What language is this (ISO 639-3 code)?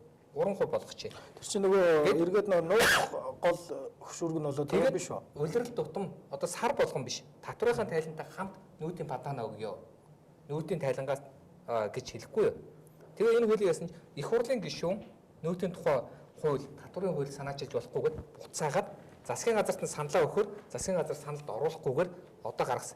mon